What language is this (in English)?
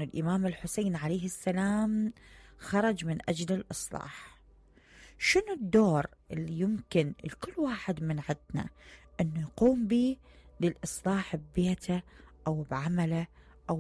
Mesopotamian Arabic